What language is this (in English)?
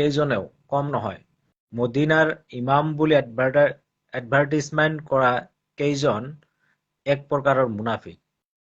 Assamese